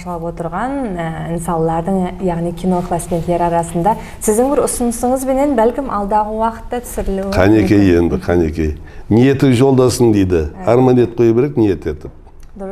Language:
Kara-Kalpak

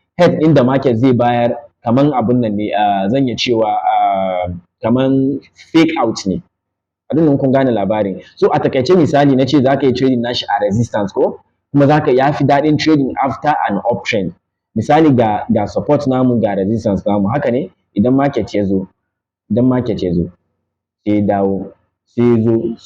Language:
Hausa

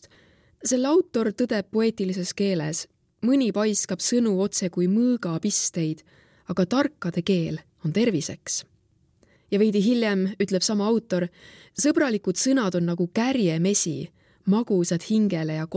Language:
Estonian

